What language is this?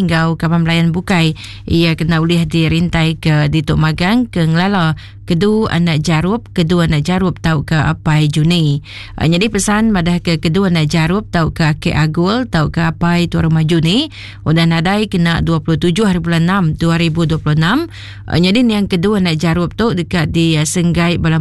Iban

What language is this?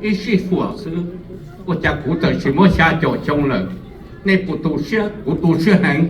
Hmong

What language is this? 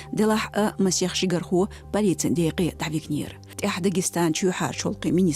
Chechen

